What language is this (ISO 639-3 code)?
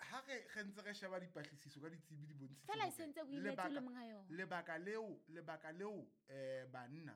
sot